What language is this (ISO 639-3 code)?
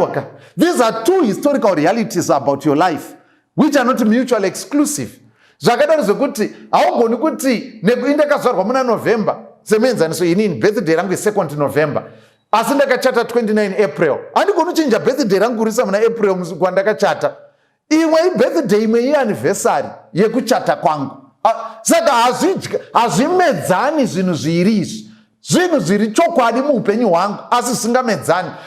sna